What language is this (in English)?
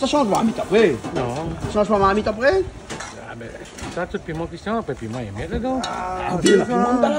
Réunion Creole French